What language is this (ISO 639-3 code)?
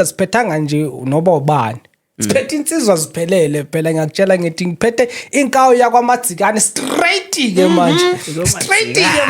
zul